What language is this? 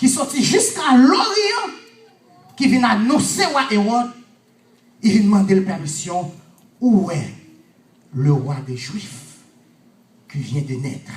Haitian Creole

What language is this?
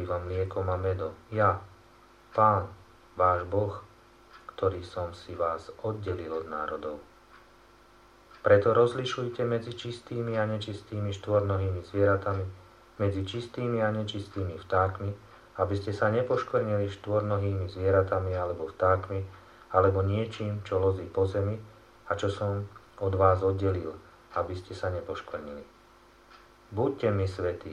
Slovak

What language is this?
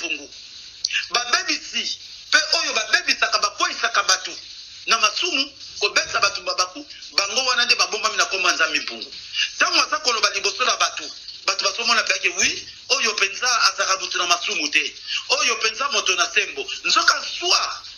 Lingala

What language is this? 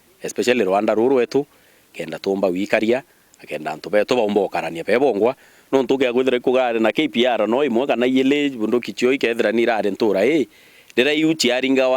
Meru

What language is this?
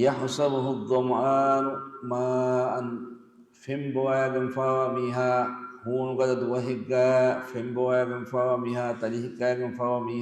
Divehi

